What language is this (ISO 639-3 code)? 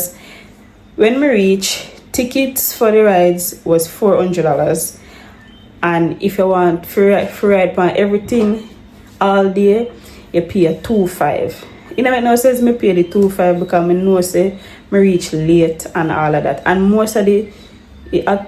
jam